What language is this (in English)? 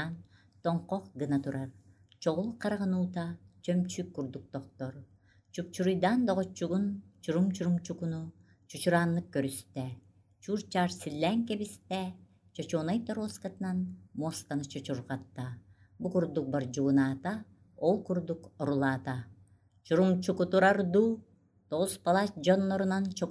Yakut